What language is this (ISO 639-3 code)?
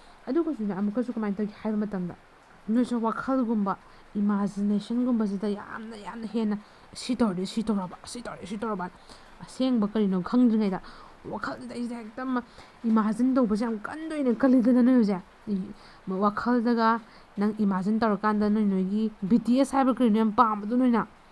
mni